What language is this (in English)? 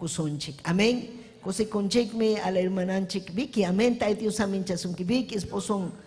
Ayacucho Quechua